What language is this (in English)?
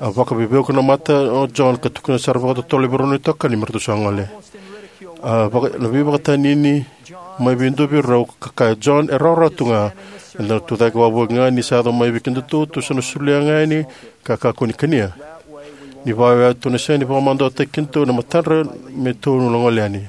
Fijian